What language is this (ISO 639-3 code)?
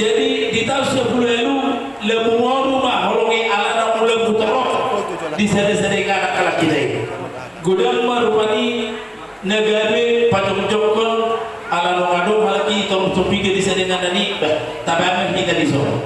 bbc